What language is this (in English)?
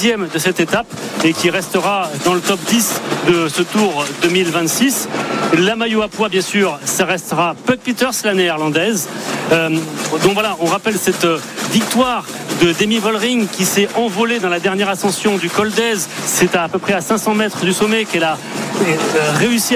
French